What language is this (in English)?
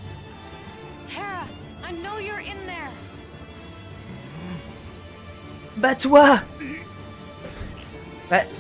French